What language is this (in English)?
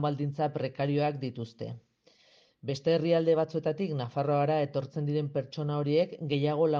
Basque